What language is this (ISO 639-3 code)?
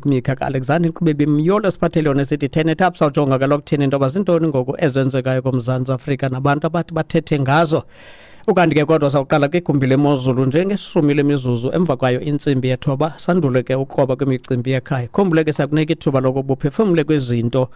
xho